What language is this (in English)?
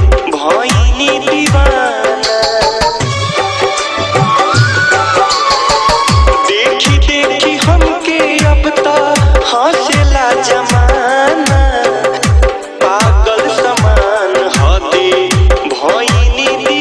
Bhojpuri